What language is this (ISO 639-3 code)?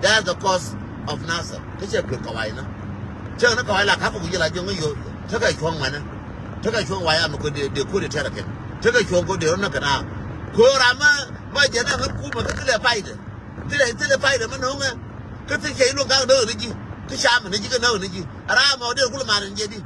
nus